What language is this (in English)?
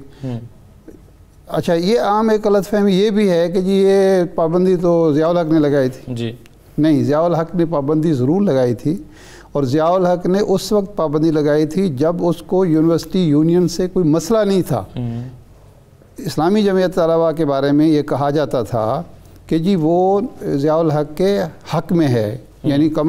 Urdu